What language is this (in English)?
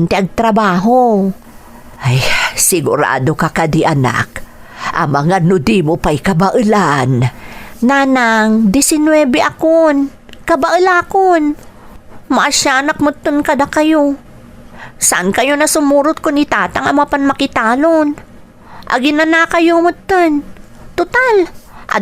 Iloko